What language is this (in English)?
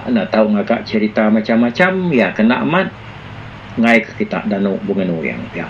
Iban